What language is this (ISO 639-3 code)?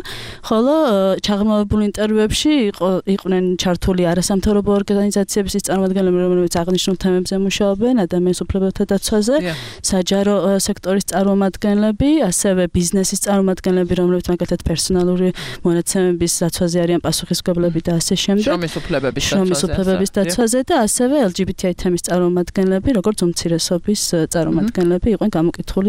kat